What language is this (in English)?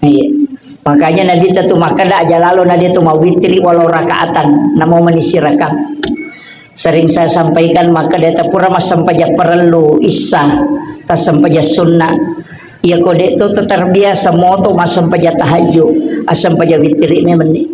Buginese